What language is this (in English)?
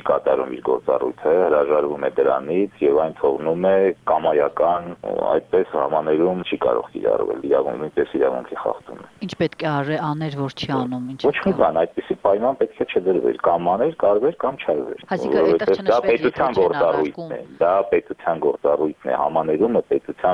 Armenian